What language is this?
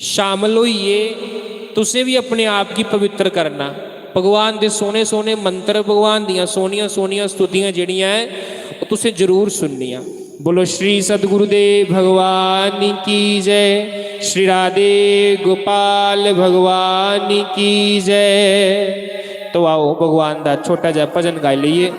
Dogri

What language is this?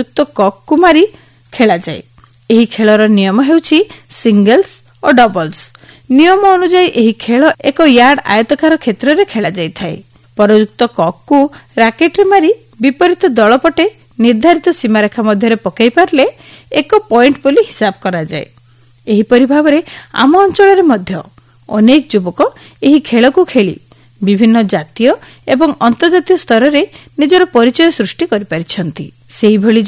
Odia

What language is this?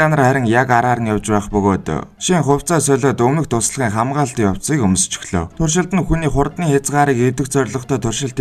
Mongolian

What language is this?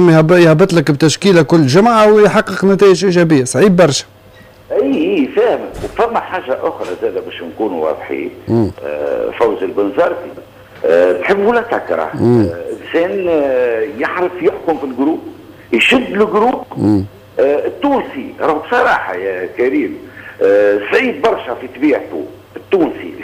Tunisian Arabic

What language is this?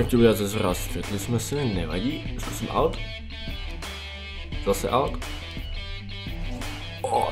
Czech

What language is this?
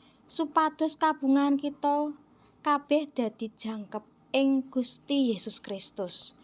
Javanese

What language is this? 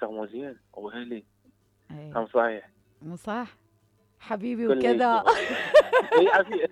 Mesopotamian Arabic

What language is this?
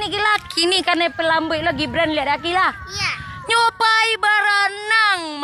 Minangkabau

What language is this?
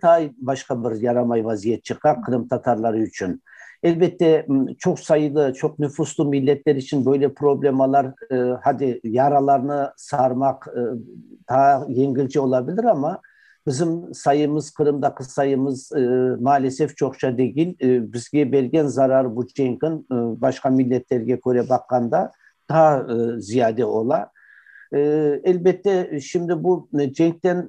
Crimean Tatar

